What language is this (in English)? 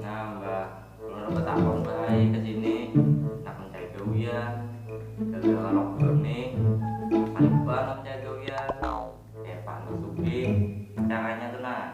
Banjar